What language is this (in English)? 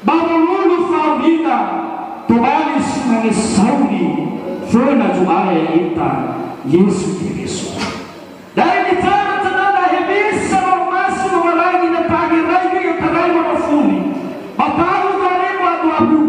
Nias